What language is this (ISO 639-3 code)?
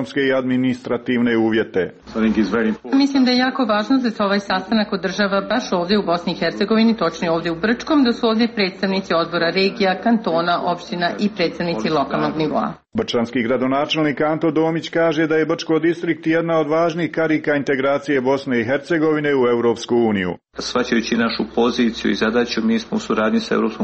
hrv